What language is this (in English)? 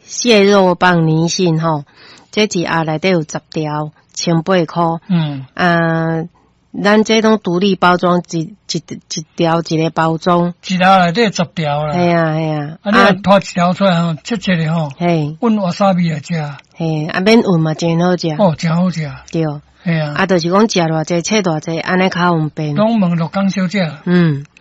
Min Nan Chinese